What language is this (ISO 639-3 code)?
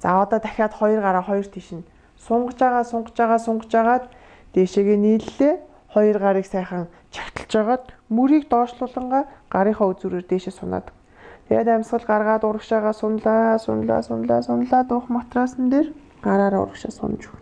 mon